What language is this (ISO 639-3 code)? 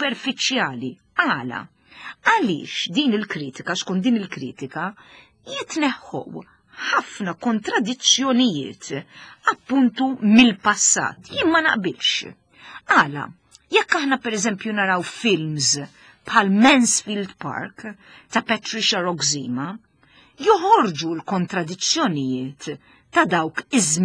mlt